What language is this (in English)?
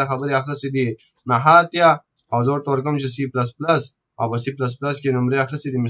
Pashto